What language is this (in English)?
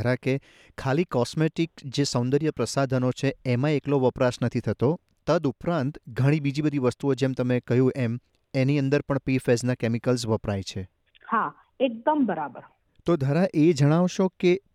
Gujarati